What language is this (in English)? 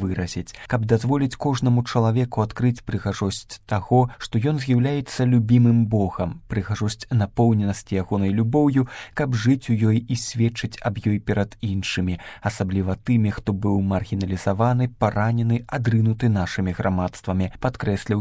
Belarusian